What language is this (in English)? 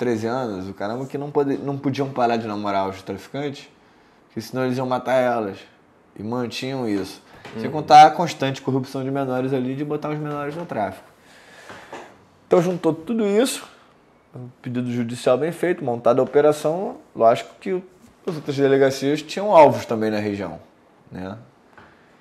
Portuguese